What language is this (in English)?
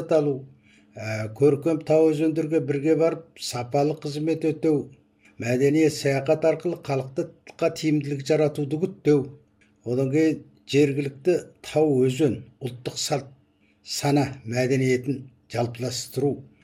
Kazakh